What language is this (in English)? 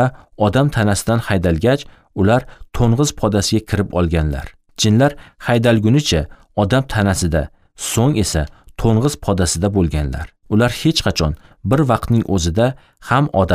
Uzbek